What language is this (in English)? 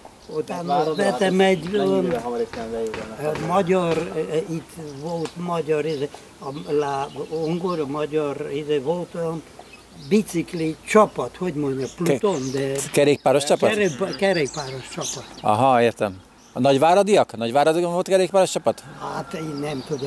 Hungarian